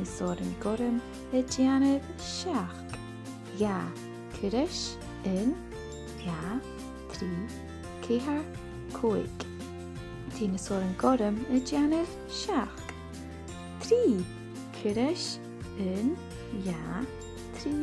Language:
Scottish Gaelic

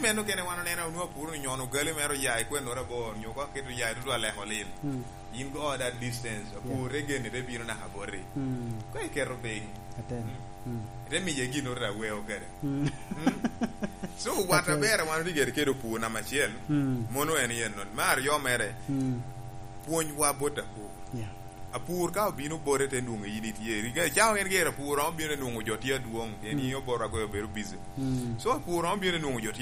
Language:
Lango (Uganda)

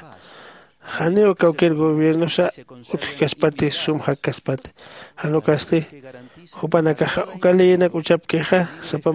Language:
Aymara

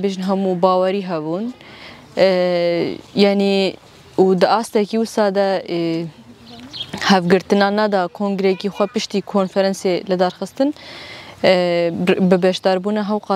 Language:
Kurdish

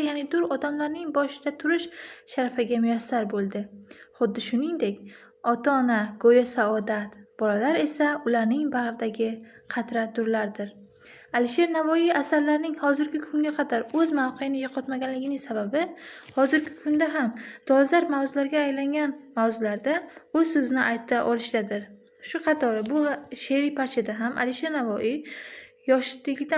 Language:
Uzbek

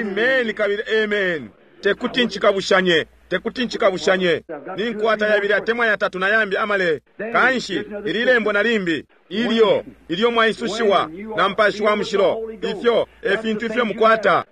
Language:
Bemba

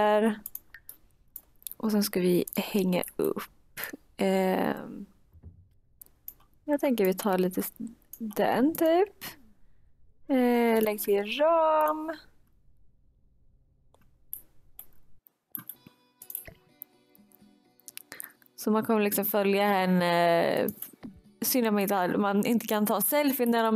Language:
Swedish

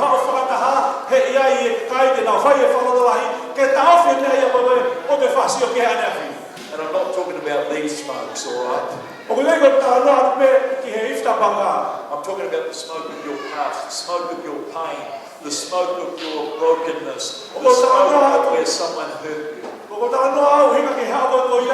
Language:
Tongan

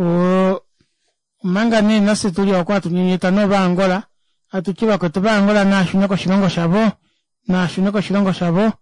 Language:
Kuanyama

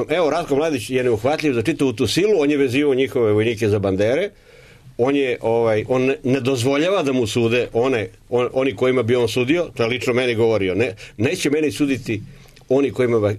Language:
Serbian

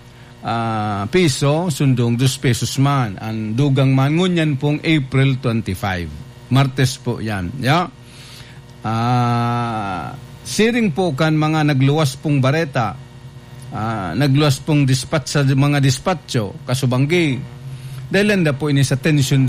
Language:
Bikol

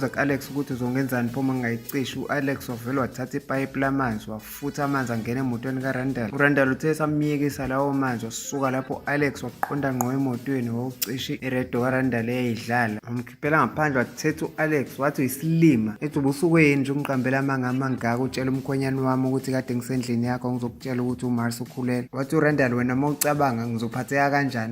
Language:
Zulu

